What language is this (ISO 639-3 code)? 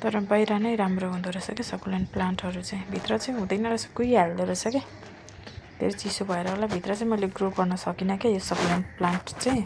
nep